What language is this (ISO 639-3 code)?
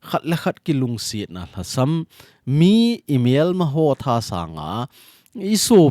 tcz